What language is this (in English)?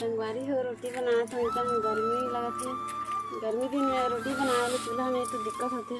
Chhattisgarhi